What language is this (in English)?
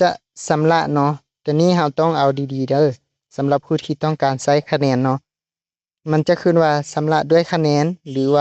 Lao